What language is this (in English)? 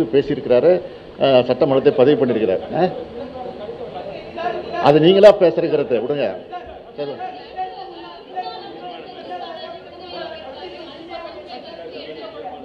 Tamil